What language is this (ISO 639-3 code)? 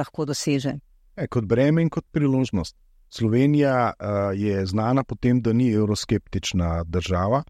slv